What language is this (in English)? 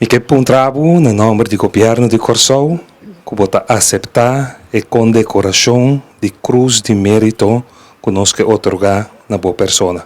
Papiamento